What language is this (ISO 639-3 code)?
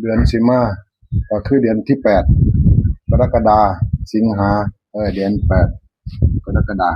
tts